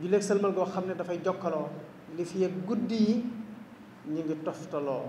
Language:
Wolof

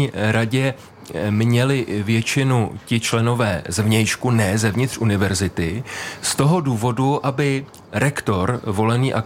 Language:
Czech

